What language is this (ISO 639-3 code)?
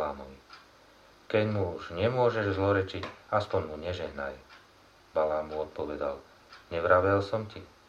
slk